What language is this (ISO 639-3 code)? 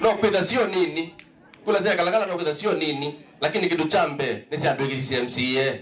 kam